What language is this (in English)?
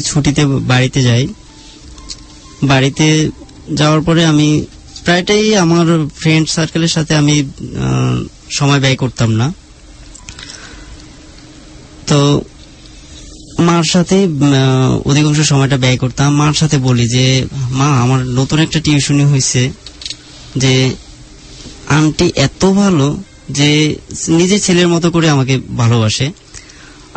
Bangla